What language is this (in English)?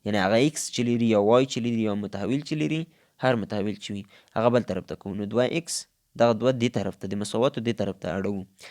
Pashto